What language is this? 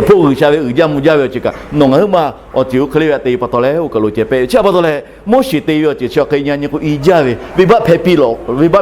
Lahu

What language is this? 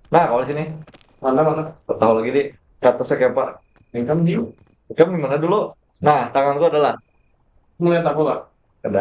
Banjar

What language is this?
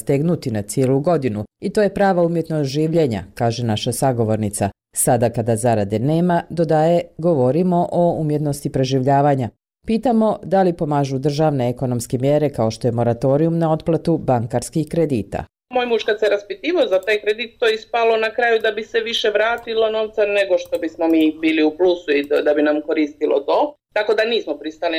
Bosnian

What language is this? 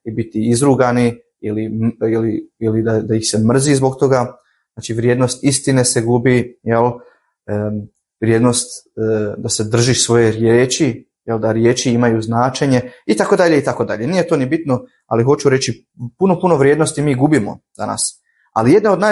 Croatian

